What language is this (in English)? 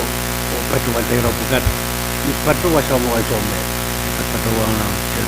Pohnpeian